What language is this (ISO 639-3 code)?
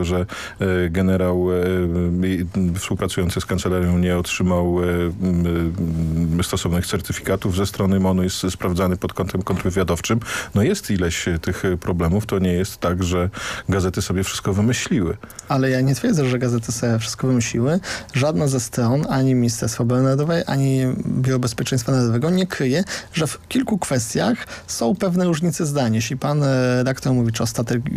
pol